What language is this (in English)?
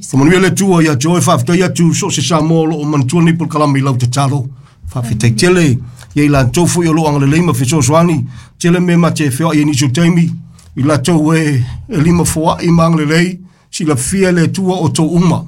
Samoan